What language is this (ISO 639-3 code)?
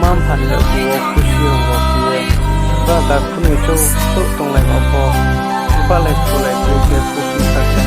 ria